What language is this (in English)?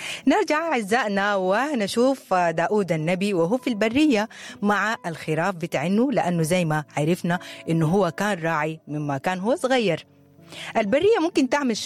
Sudanese Arabic